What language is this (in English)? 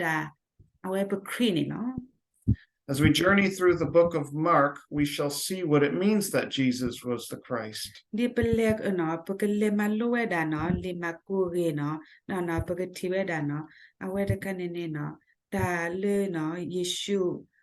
S'gaw Karen